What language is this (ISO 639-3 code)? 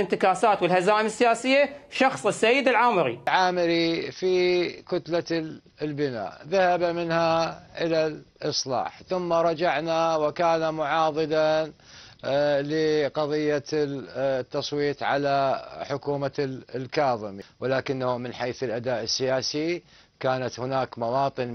acm